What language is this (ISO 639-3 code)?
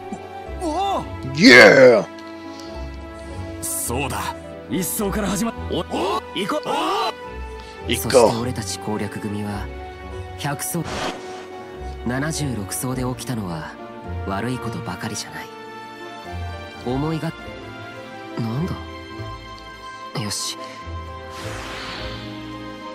jpn